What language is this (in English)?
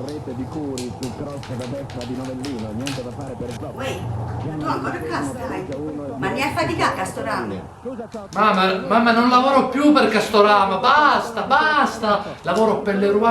Neapolitan